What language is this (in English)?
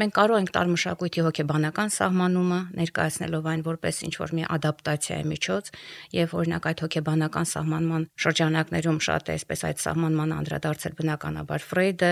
Armenian